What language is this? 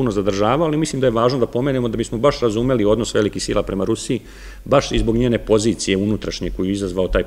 Serbian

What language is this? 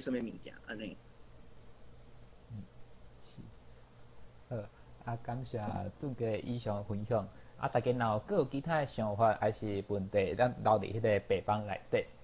Min Nan Chinese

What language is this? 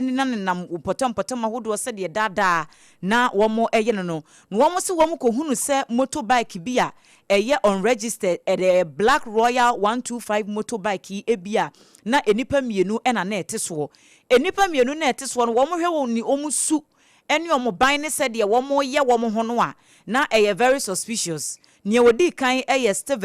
Akan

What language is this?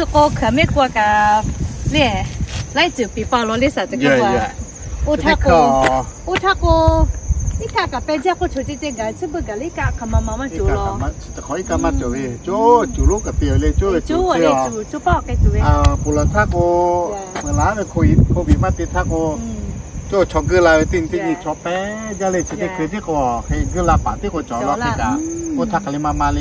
Lahu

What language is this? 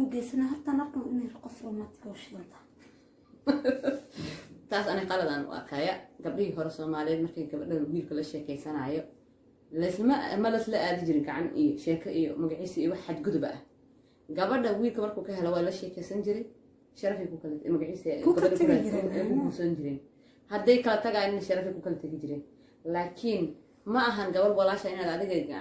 Somali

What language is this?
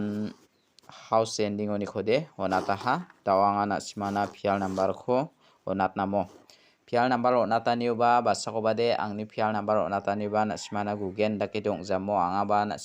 Garo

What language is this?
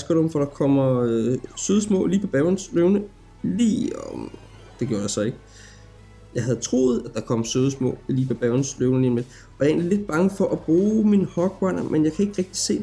Danish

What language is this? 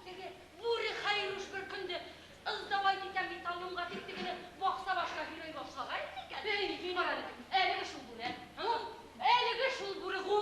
Bashkir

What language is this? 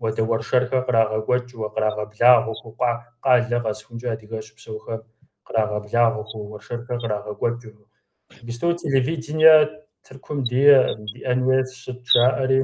Kabardian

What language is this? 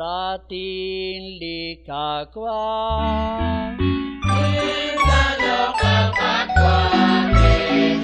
Kekchí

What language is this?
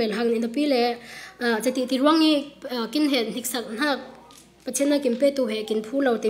Falam Chin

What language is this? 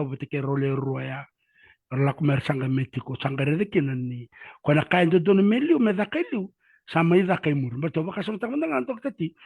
Fijian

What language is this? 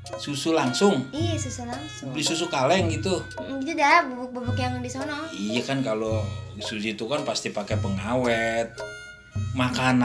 Betawi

